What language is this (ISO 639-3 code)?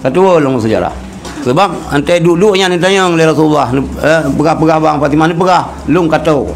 ace